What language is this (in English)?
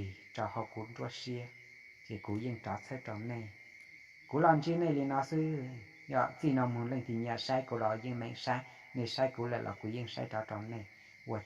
Hmong